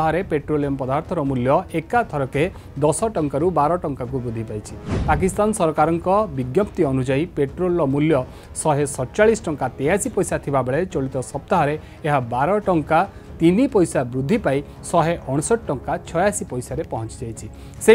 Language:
Odia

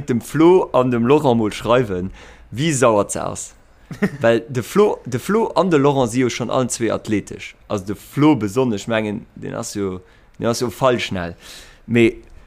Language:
Luxembourgish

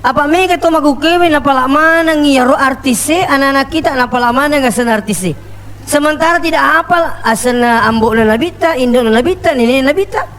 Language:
Buginese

